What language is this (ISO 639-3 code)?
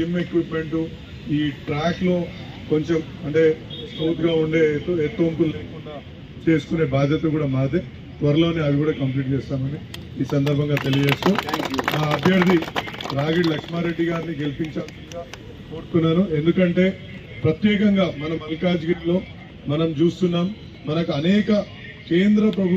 tel